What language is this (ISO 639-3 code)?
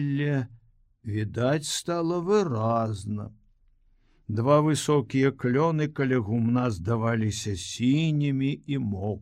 bel